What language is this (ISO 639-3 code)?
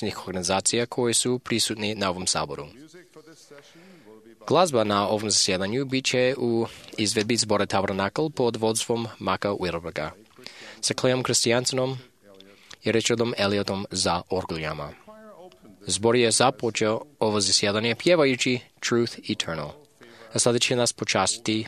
hrv